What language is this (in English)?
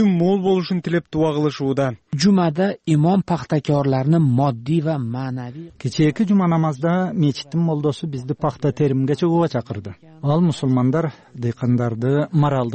Kyrgyz